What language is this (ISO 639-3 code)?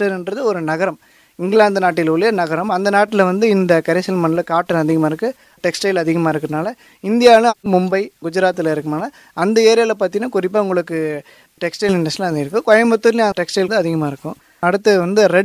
tam